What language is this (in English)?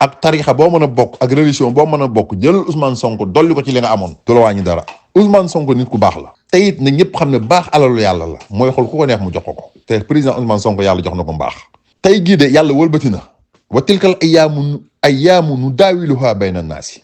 Wolof